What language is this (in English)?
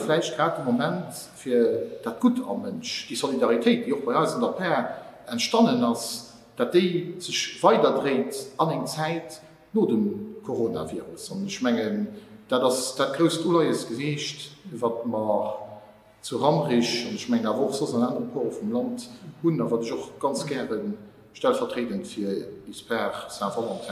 Luxembourgish